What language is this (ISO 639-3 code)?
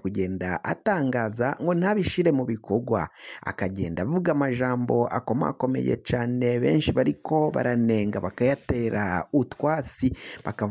run